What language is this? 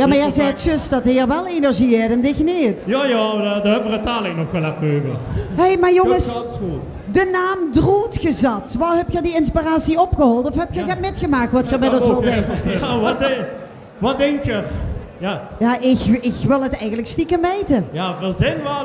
Limburgish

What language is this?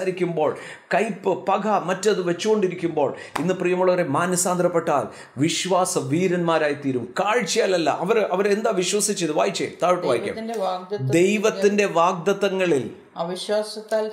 Malayalam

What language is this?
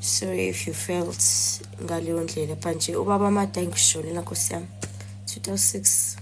Zulu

